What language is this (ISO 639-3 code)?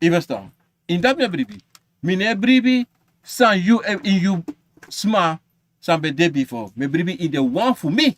srn